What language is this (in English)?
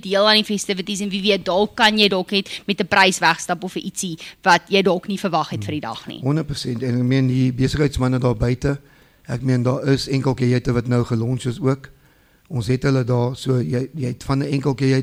Afrikaans